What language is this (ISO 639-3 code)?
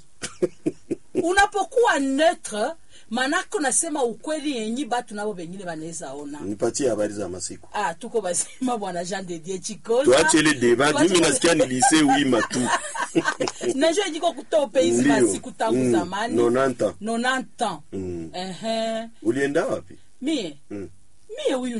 swa